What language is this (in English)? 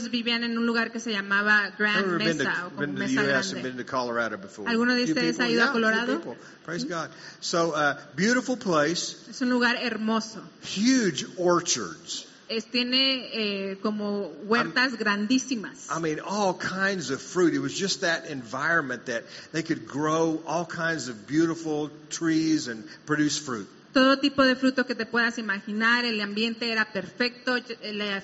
Spanish